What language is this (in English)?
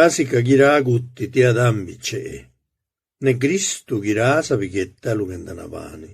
Zapotec